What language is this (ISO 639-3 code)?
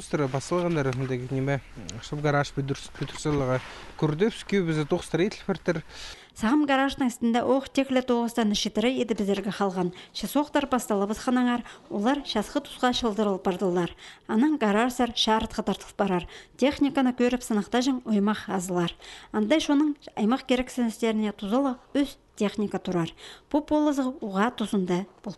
kjh